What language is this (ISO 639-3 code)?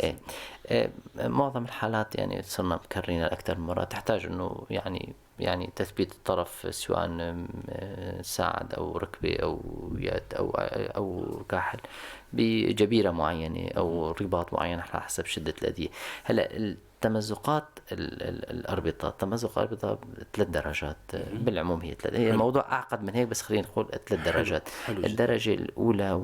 apc